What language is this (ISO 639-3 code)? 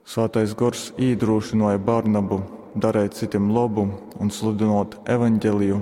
ltg